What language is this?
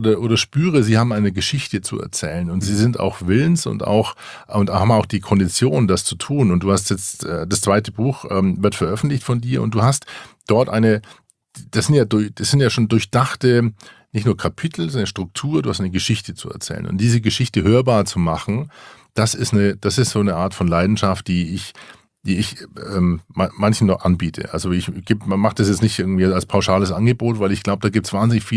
German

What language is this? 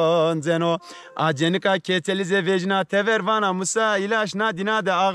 Zaza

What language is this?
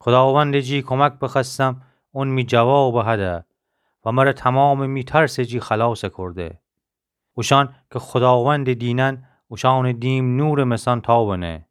Gilaki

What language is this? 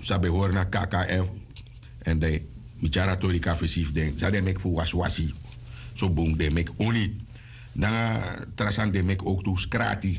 Sranan Tongo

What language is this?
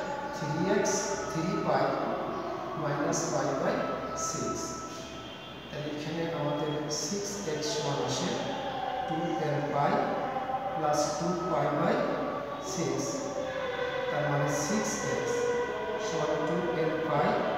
Bangla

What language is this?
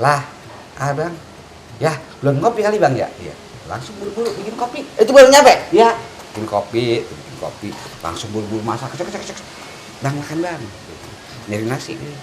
Betawi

